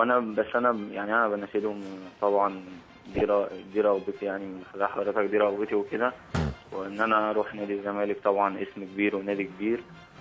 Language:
Egyptian Arabic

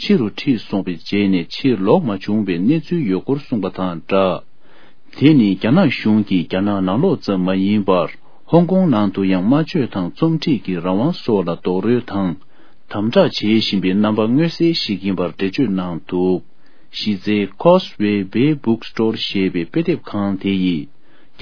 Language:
Tibetan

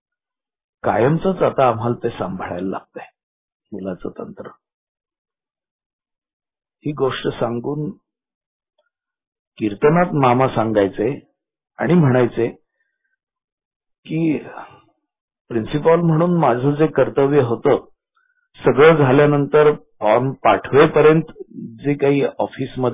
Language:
Marathi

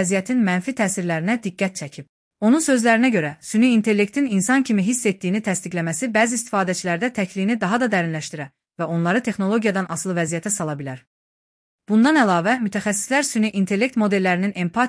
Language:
Azerbaijani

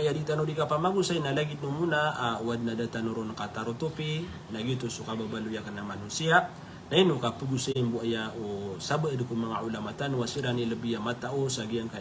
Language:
Maranao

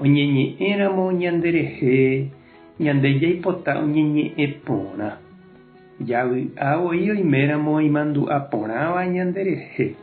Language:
Guarani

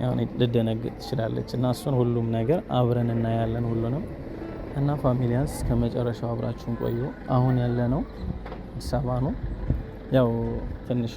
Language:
Amharic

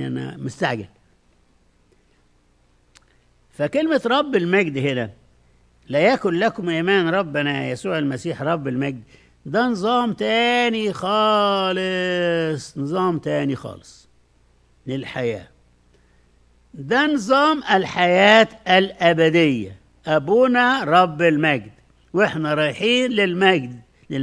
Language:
Egyptian Arabic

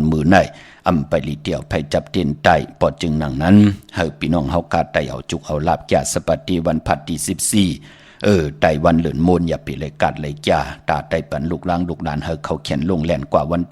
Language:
Shan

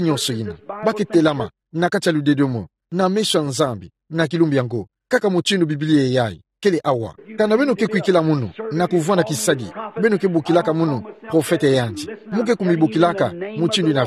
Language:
Kituba (Democratic Republic of Congo)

